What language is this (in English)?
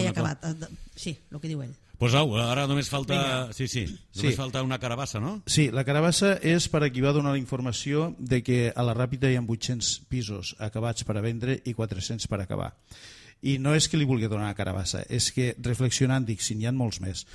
Catalan